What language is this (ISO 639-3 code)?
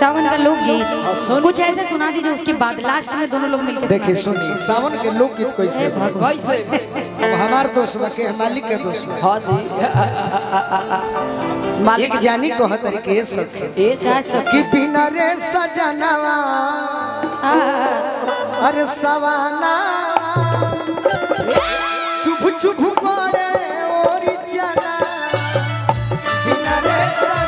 bho